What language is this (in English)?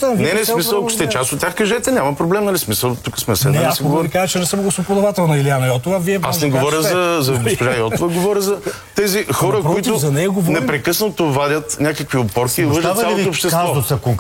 Bulgarian